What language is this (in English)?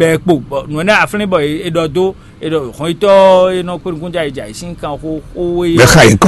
Fon